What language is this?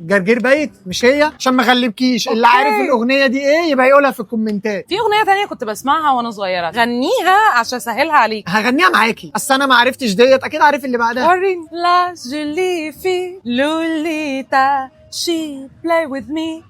Egyptian Arabic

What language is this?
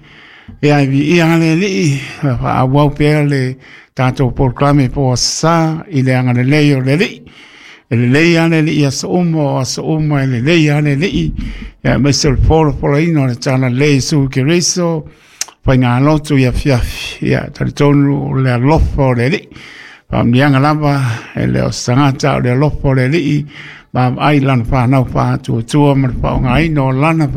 Samoan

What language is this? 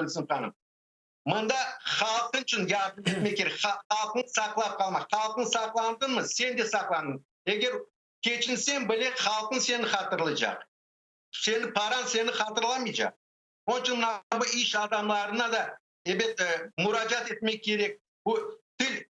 Crimean Tatar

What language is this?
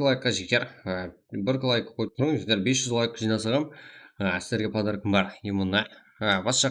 Kara-Kalpak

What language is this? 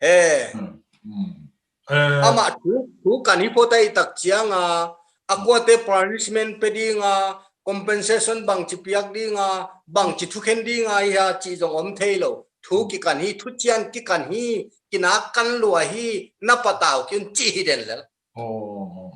Tedim Chin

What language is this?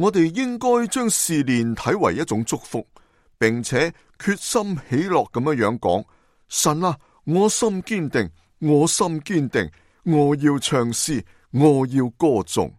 Cantonese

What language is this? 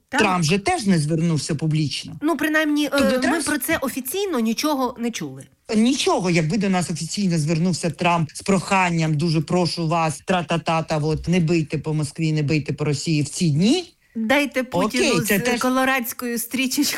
Ukrainian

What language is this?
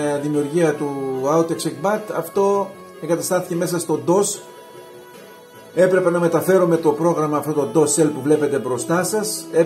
Greek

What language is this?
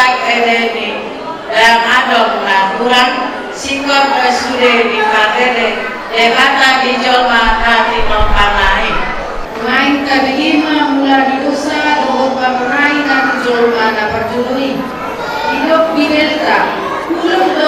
Batak Toba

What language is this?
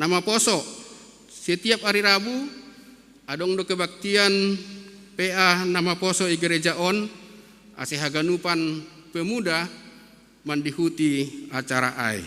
Batak Simalungun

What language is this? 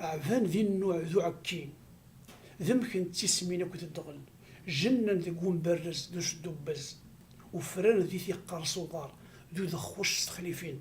Kabyle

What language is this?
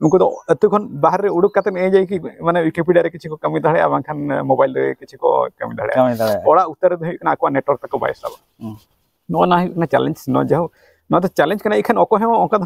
Santali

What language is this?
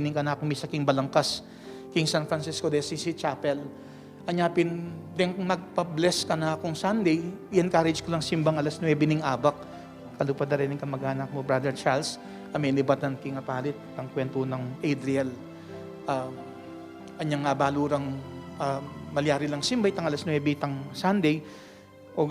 Pampanga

